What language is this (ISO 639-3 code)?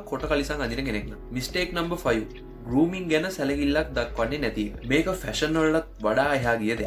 sin